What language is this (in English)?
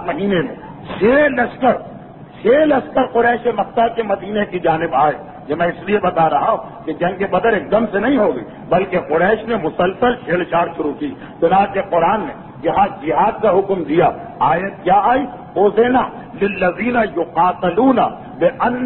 Urdu